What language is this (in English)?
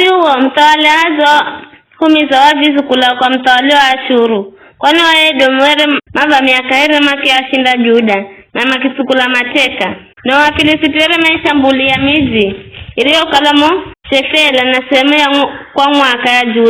Giryama